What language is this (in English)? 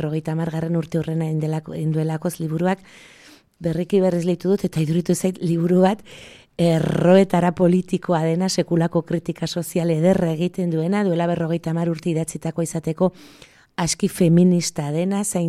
Basque